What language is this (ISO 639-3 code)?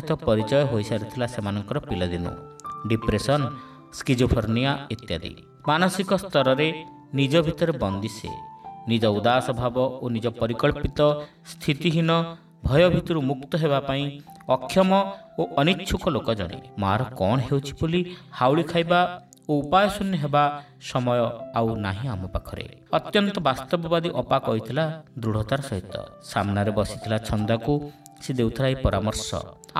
ori